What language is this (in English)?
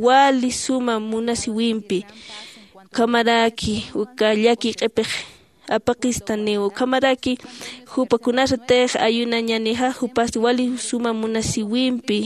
Aymara